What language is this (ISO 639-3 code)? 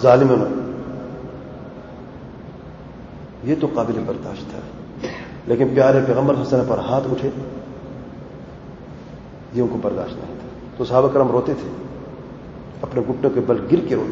urd